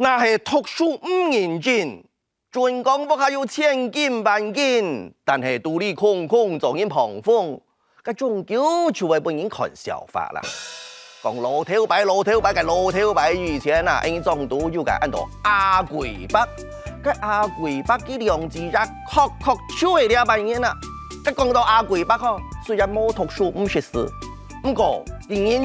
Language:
Hakka Chinese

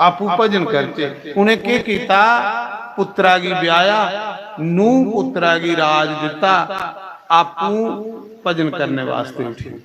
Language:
Dogri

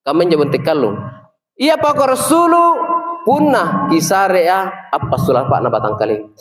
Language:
Makasar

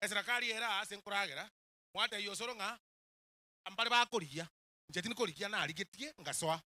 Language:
Gusii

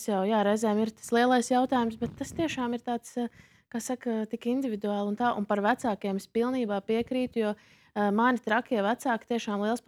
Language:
Latvian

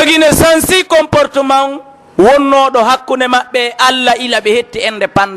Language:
Pular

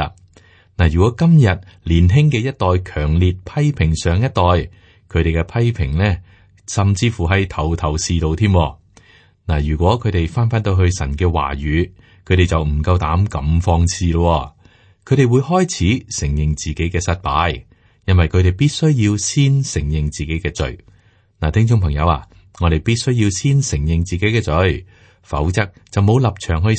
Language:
Cantonese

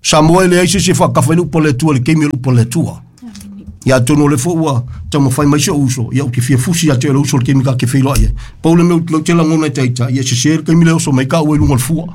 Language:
Samoan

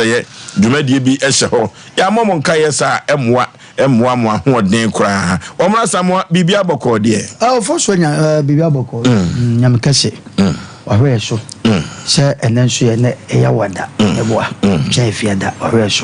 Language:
Akan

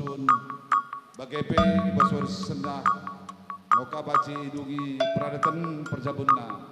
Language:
Batak Karo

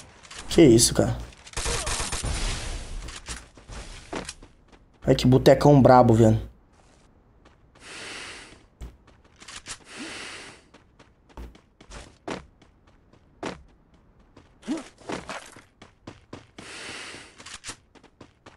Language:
Portuguese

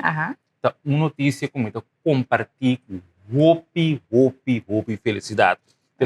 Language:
Papiamento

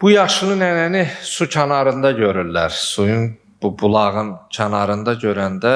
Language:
Azerbaijani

